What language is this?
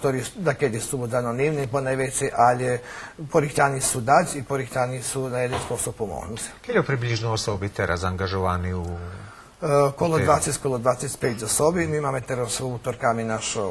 Rusyn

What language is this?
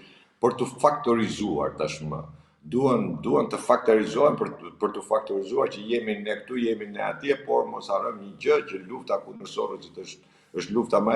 Albanian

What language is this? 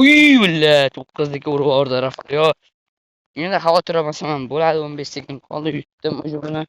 Uzbek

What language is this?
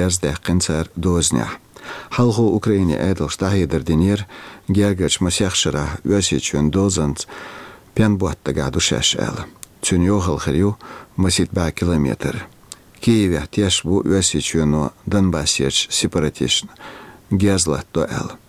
Chechen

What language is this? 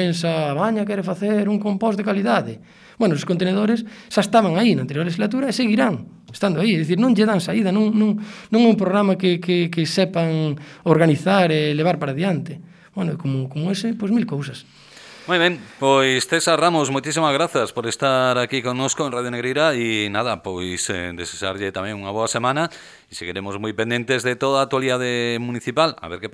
Galician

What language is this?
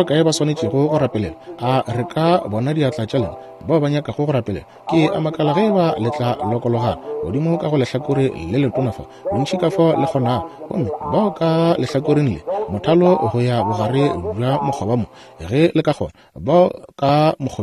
Northern Sotho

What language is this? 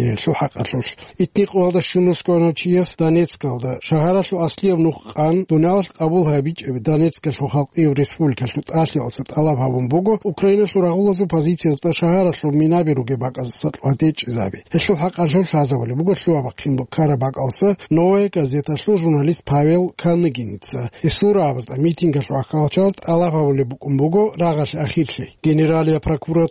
Avaric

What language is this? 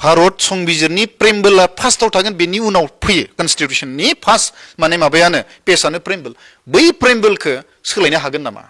Bodo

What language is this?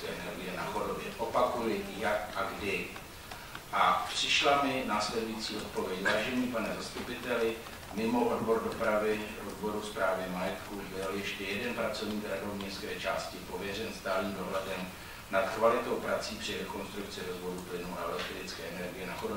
Czech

